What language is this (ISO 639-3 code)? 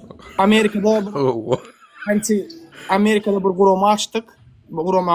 tuk